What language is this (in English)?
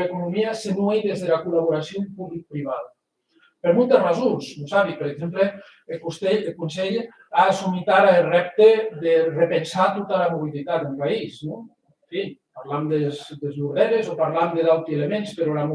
Occitan